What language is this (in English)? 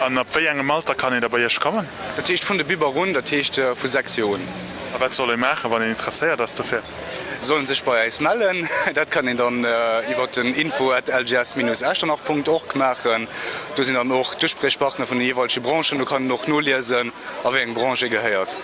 Luxembourgish